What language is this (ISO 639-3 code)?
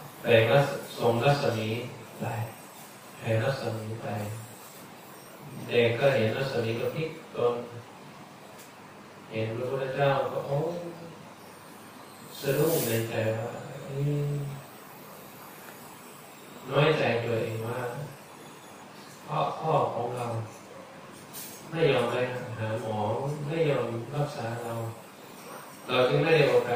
tha